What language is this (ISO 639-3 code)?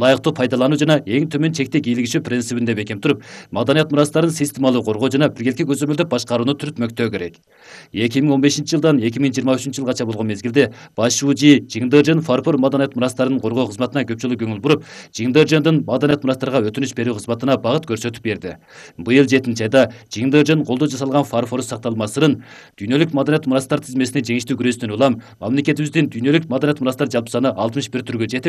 kir